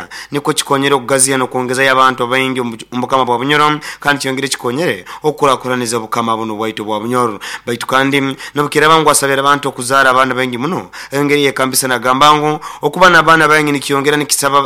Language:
Nyoro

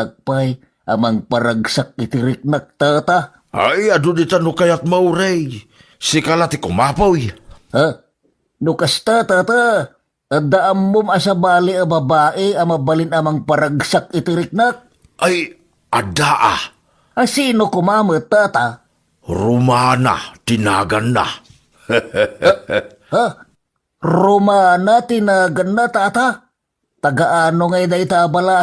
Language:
Iloko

